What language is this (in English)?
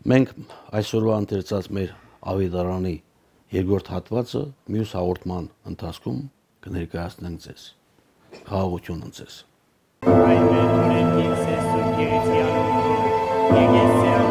Armenian